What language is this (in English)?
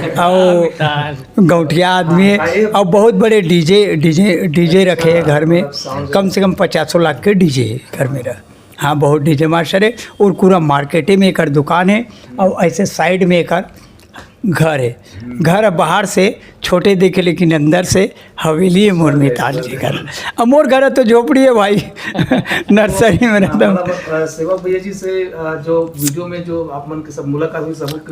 Chhattisgarhi